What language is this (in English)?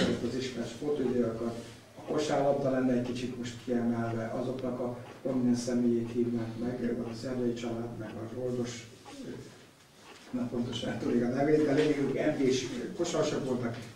Hungarian